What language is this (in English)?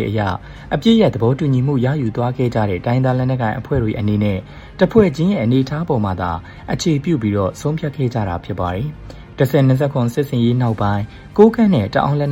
Burmese